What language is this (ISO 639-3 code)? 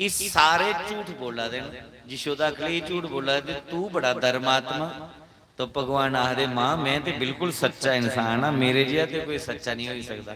doi